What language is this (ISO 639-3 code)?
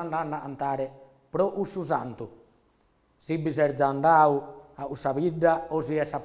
srd